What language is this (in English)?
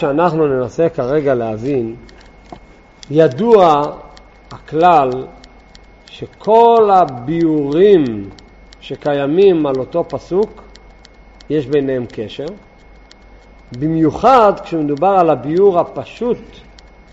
Hebrew